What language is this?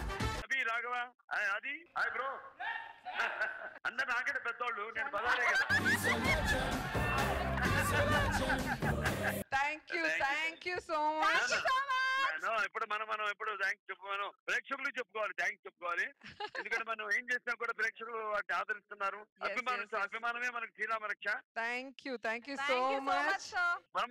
Telugu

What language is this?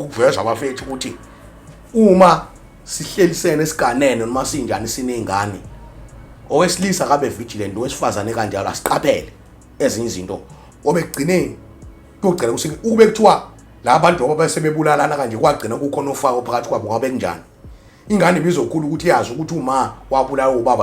Zulu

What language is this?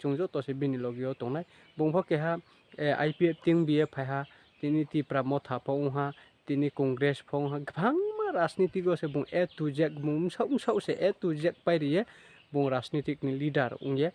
Riang (India)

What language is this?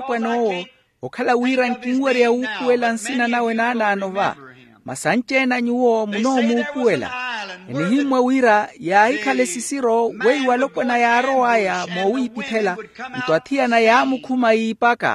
Makhuwa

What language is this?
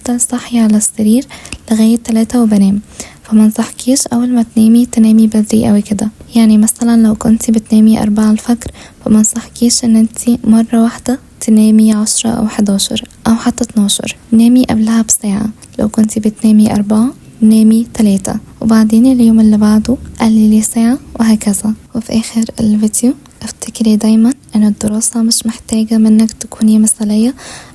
Egyptian Arabic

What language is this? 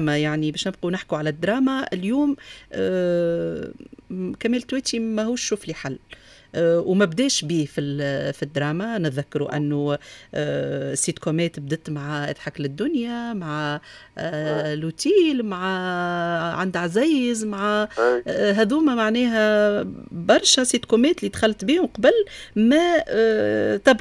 Tunisian Arabic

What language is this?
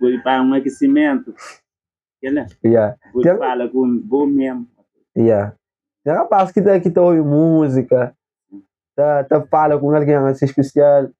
Kabuverdianu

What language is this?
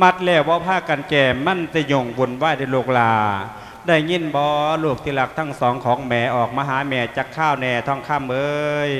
Lao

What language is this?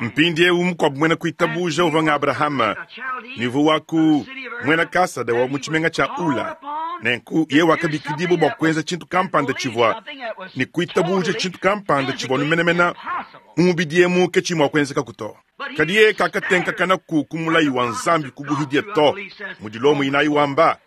Luba-Lulua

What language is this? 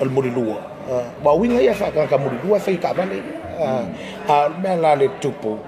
Samoan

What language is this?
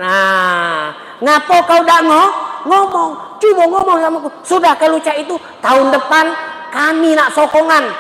Musi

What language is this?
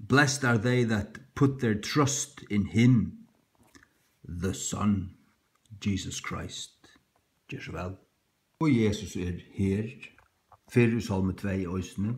Faroese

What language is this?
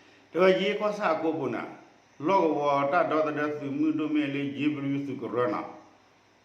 S'gaw Karen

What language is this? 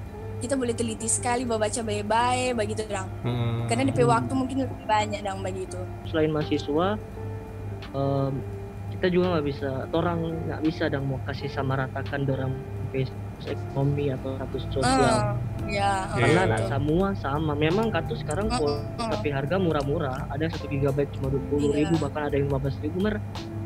Manado Malay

